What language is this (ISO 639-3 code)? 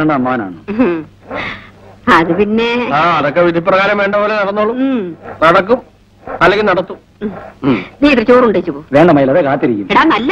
mal